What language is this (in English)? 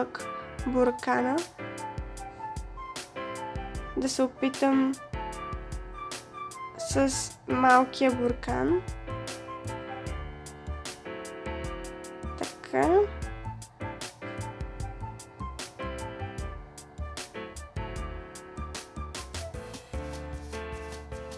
Bulgarian